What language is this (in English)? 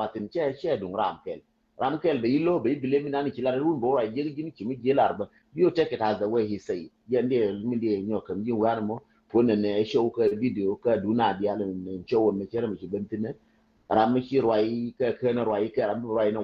Nuer